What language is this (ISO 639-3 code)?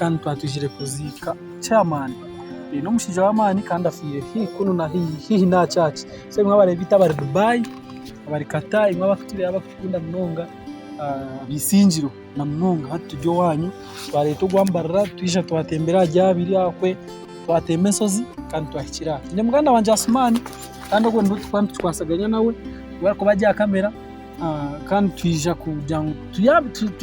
nyn